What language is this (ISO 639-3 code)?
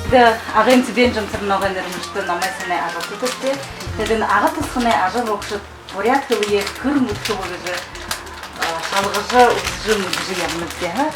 bua